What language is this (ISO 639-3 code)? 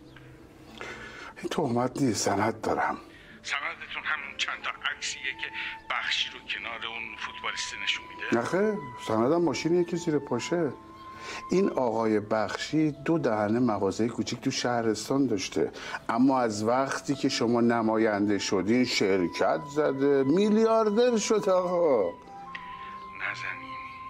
fas